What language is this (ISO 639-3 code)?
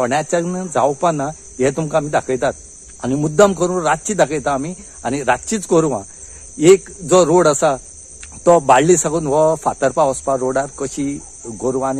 kok